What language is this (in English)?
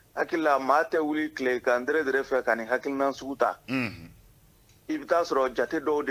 Bambara